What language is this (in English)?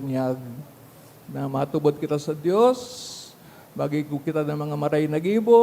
Bikol